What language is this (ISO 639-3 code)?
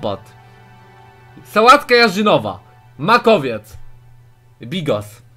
pol